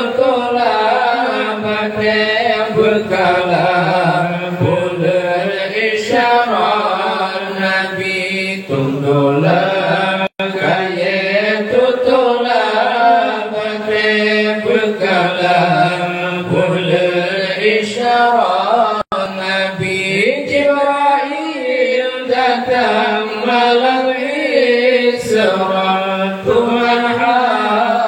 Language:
Achinese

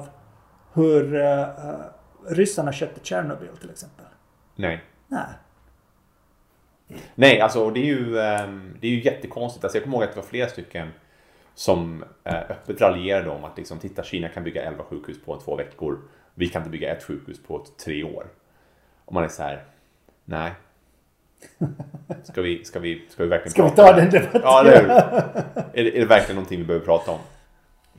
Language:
Swedish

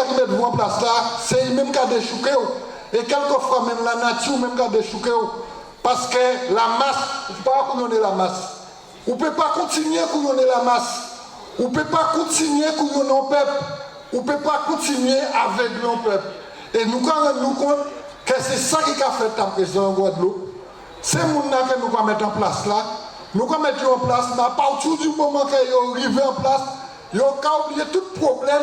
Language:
Guadeloupean Creole French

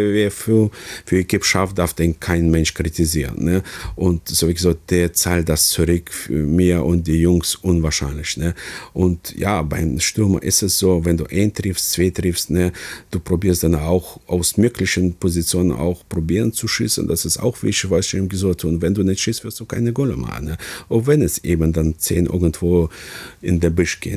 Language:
Luxembourgish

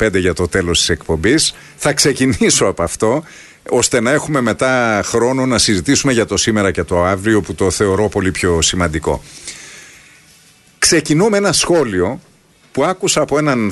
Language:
Greek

